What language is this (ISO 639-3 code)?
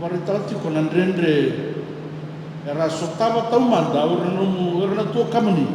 fij